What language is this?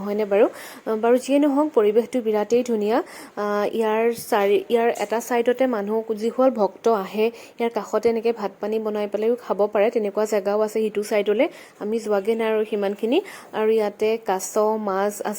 Assamese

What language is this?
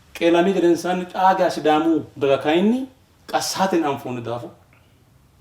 Sidamo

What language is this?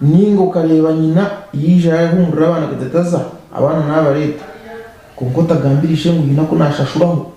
Nyankole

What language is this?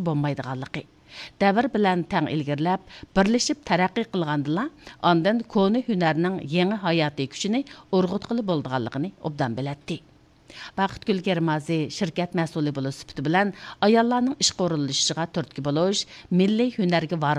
Uyghur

